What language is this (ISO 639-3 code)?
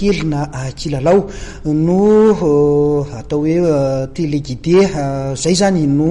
mlg